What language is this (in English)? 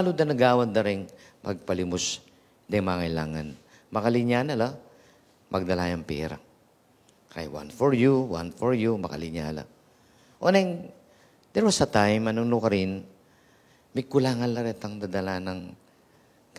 Pampanga